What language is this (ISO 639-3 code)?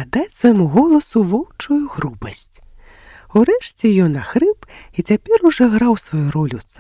bel